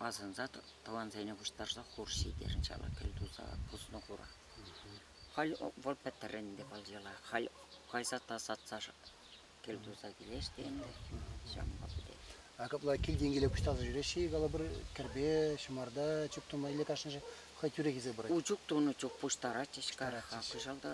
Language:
Chuvash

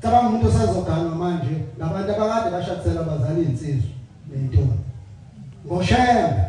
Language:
Zulu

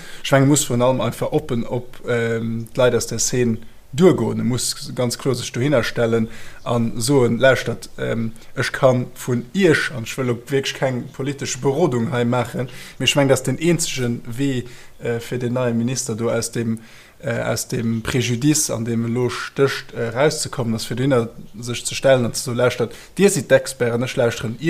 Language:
Luxembourgish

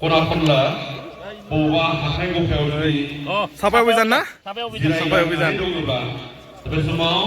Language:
Bodo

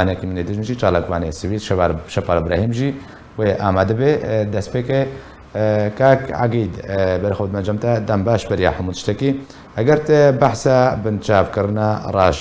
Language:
Kurdish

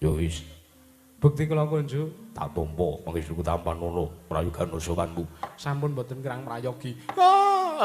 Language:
Javanese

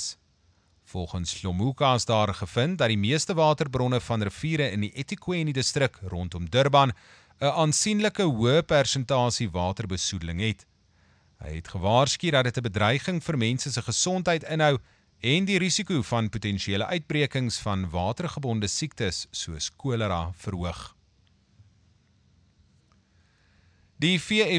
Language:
Afrikaans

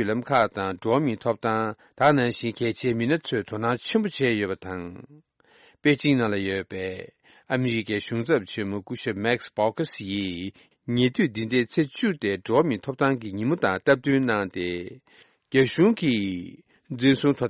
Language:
Tibetan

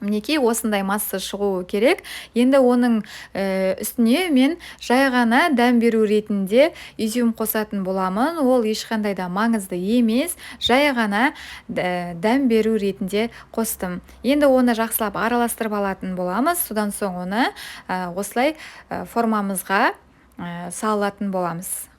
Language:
Kazakh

